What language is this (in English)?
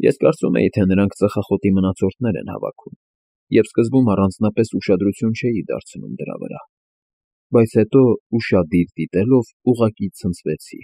Armenian